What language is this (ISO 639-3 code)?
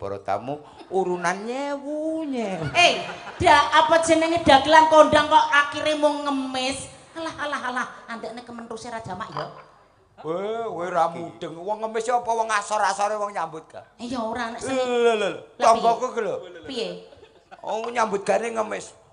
jav